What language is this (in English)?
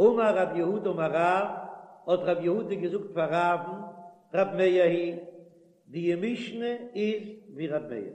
Yiddish